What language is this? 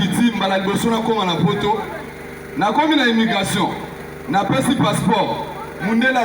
Lingala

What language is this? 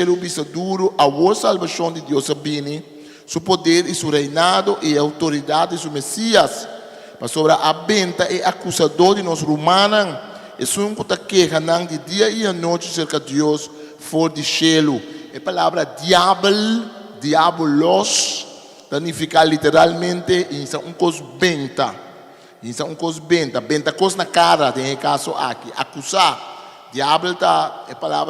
Papiamento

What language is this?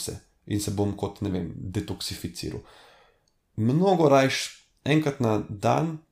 Slovenian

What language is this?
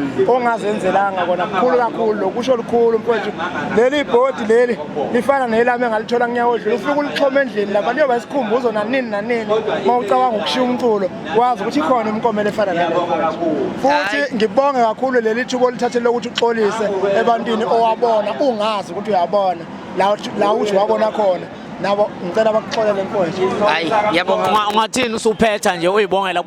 Zulu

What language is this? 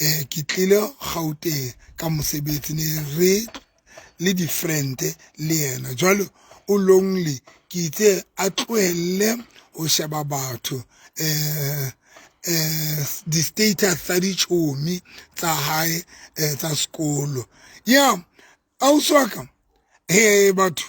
Southern Sotho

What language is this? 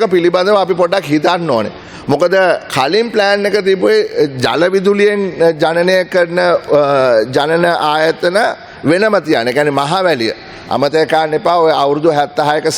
Sinhala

